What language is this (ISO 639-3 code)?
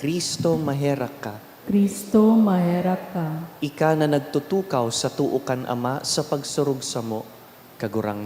bik